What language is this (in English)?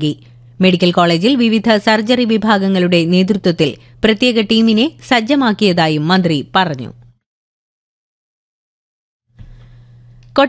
Malayalam